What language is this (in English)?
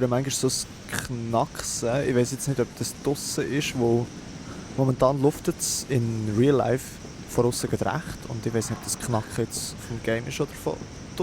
Swiss German